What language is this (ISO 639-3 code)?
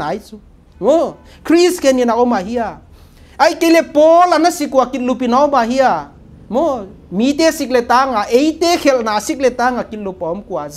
pck